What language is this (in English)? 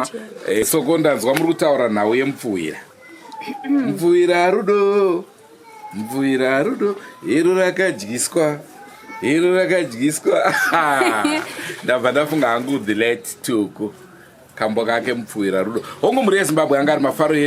Shona